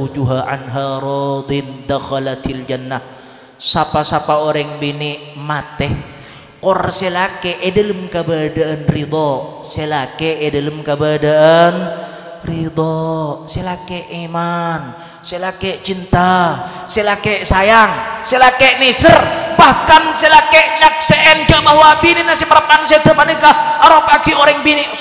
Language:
Madurese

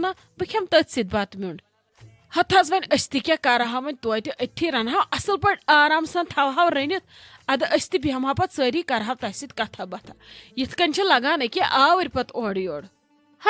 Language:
Kashmiri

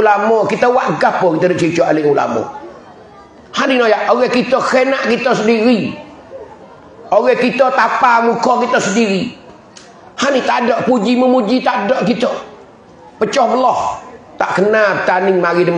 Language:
Pattani Malay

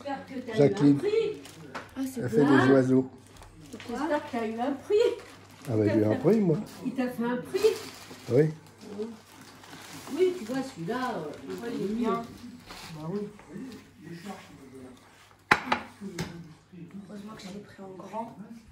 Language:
French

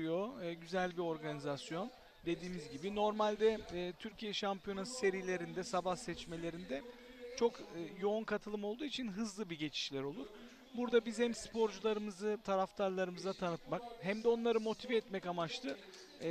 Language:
Turkish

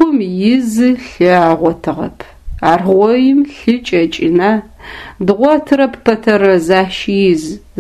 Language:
Adyghe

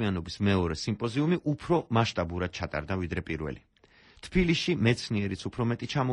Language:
Georgian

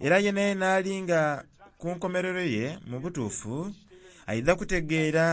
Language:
Soga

